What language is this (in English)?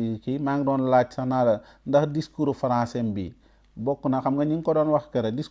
Wolof